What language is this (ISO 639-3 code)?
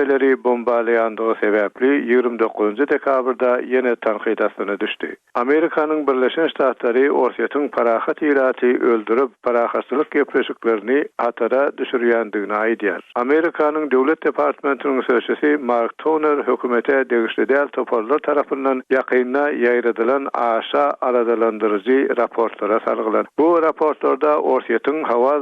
tuk